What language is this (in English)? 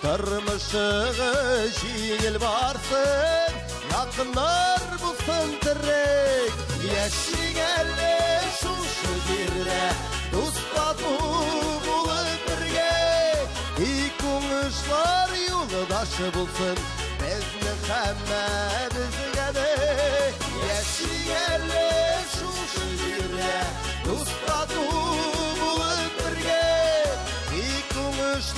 Tatar